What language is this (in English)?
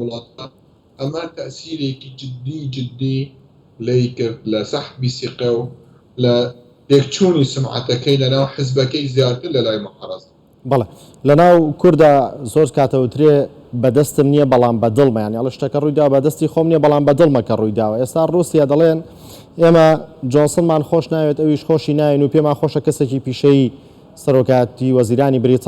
Central Kurdish